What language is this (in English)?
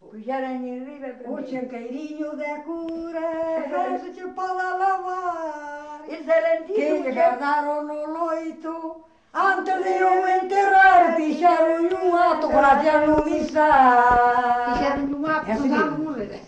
Galician